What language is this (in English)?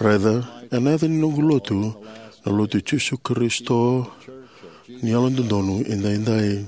Fijian